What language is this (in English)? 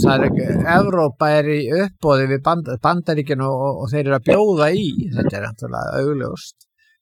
Icelandic